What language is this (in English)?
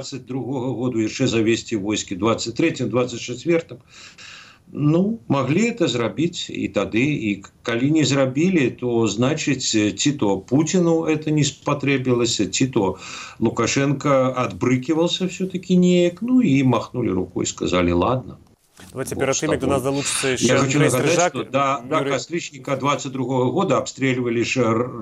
Belarusian